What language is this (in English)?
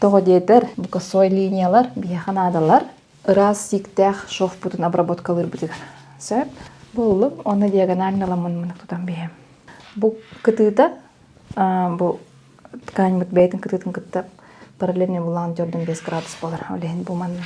Yakut